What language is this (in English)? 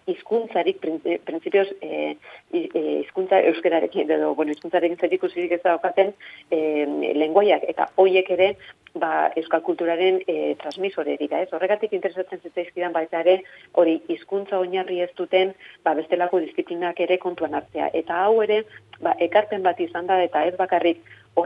Basque